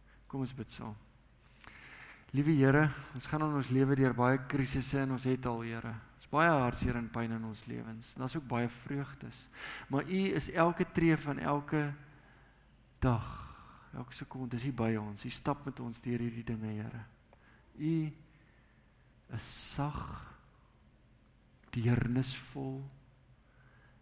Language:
Afrikaans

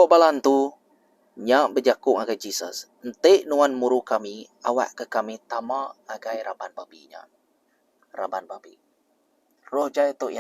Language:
Iban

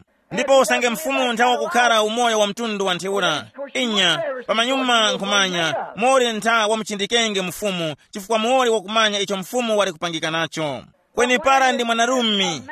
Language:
Tumbuka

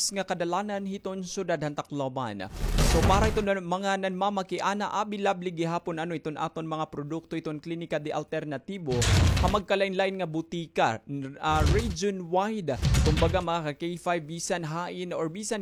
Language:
Waray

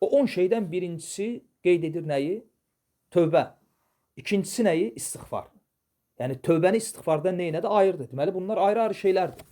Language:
Azerbaijani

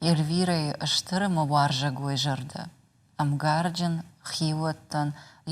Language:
Ossetic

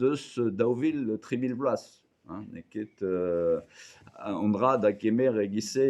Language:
Breton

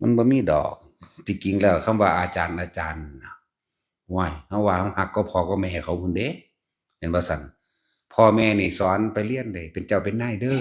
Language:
Northeastern Thai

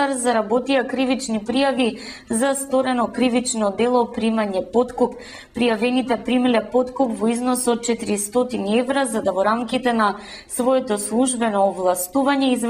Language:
Macedonian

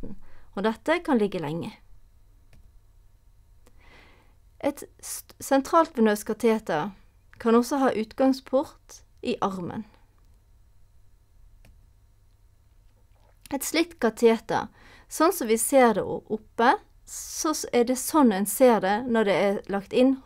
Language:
Norwegian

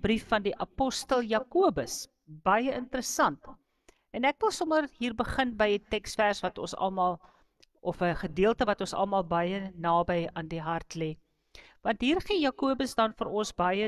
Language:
Afrikaans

